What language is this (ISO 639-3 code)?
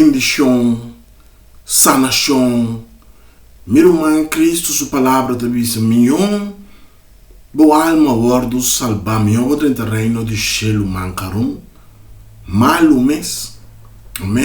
pap